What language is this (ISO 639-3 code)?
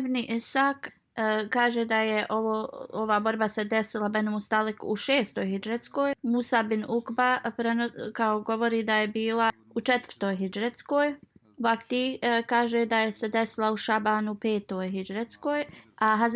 bos